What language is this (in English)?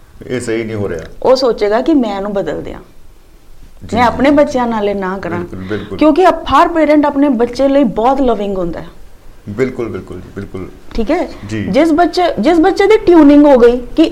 Punjabi